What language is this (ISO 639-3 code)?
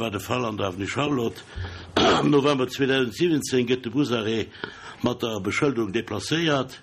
ltz